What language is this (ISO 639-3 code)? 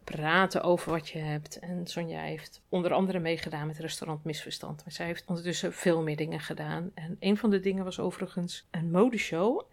nld